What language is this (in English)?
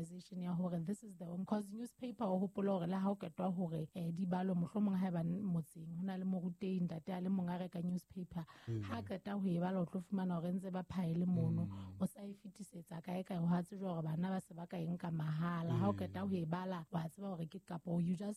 Southern Sotho